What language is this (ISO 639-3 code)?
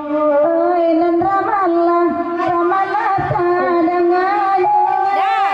min